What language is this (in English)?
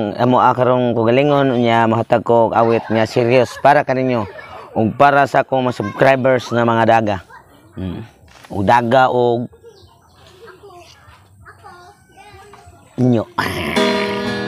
Cebuano